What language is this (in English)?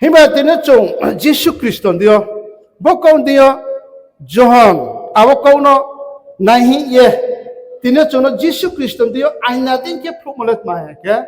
Riang (India)